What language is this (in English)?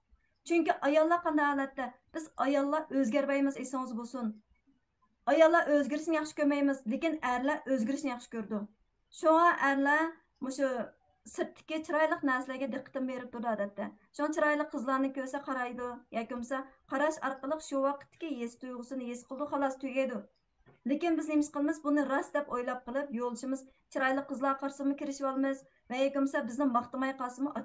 Uyghur